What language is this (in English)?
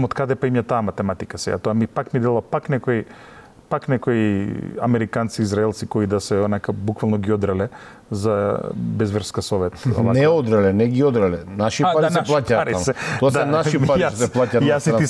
Macedonian